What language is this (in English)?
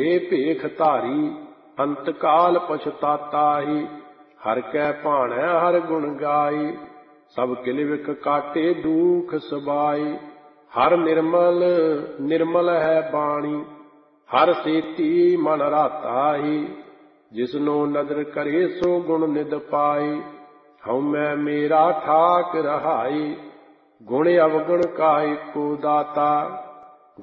Punjabi